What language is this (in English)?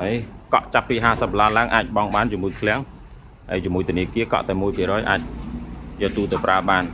Khmer